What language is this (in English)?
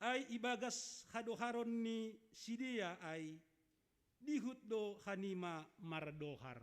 Batak Simalungun